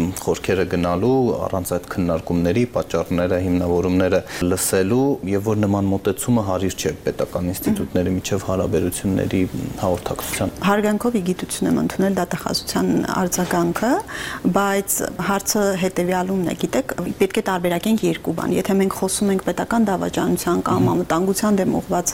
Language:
Armenian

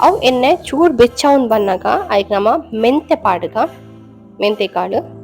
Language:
Tulu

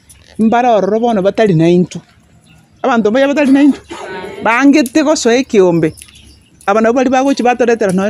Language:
Gusii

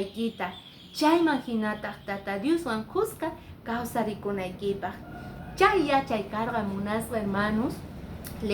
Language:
Quechua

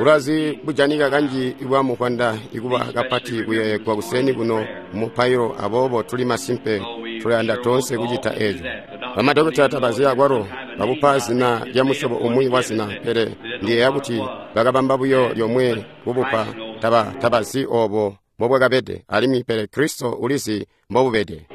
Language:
Tonga (Zambia)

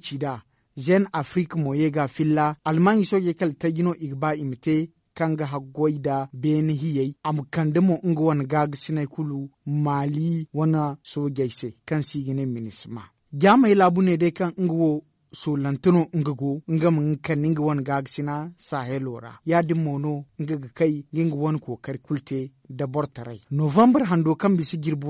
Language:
Zarma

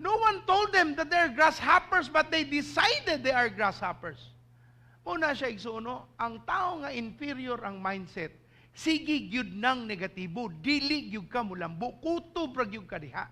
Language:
Cebuano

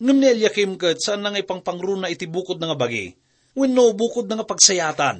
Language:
Iloko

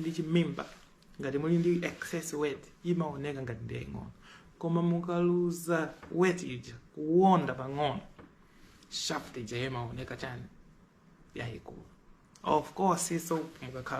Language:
Nyanja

